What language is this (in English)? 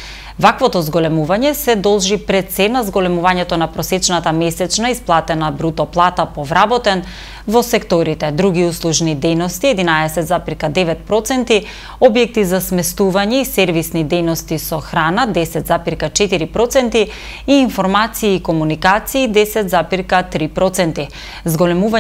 Macedonian